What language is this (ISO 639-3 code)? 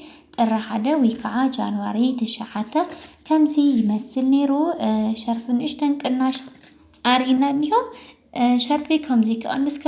tir